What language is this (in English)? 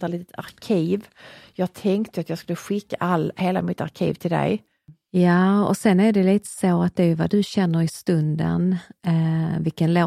Swedish